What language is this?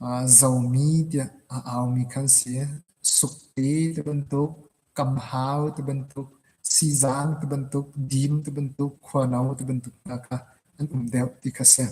Hakha Chin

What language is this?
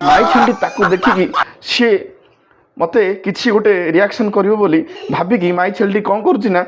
Odia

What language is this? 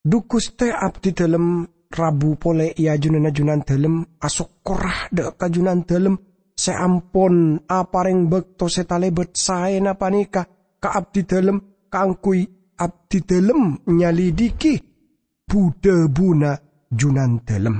Madurese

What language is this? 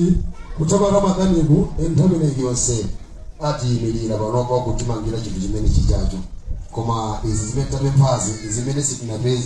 Nyanja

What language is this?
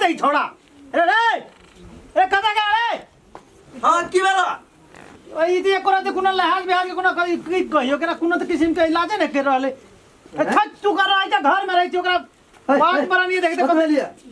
Maithili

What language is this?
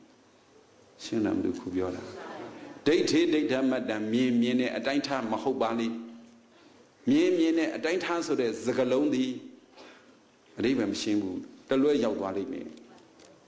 Burmese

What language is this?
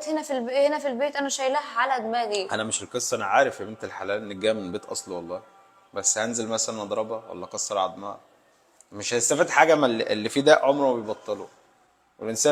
Egyptian Arabic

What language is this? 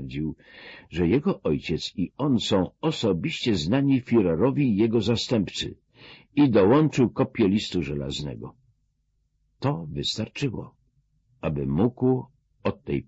Polish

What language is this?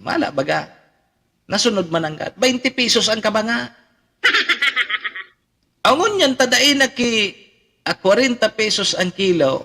Bikol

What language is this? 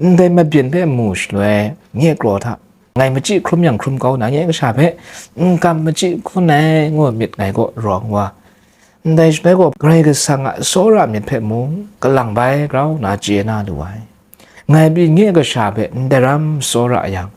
Kachin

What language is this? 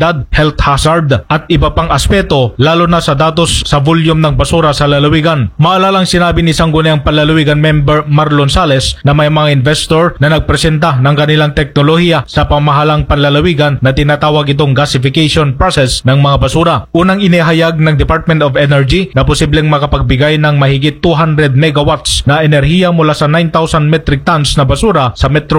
Filipino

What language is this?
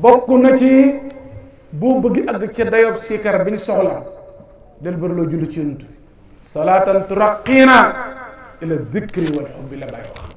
Wolof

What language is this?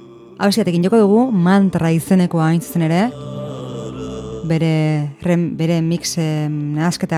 Basque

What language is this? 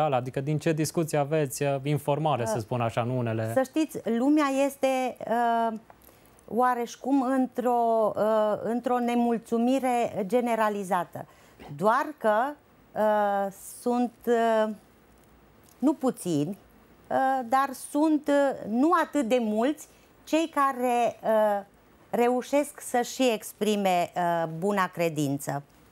Romanian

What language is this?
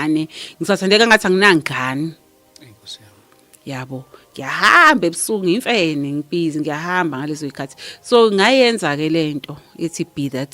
Zulu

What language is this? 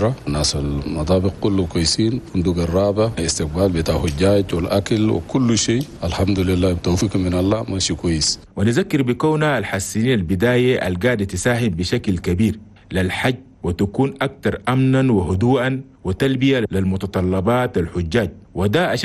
Chadian Arabic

